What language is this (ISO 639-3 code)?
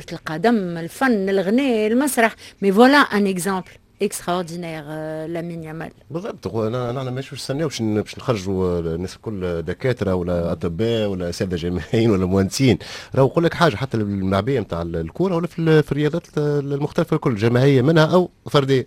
aeb